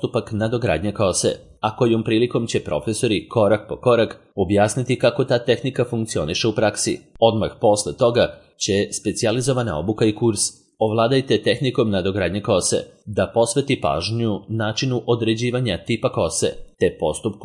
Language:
Serbian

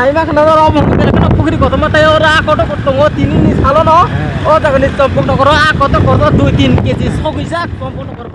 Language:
Kok Borok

